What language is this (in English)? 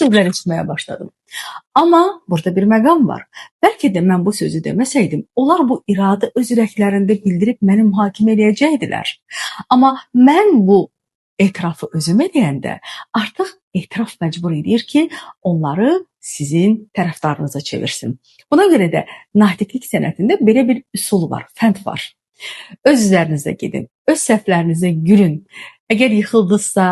Azerbaijani